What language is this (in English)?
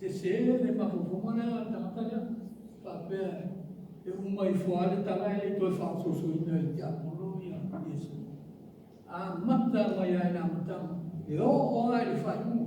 Samoan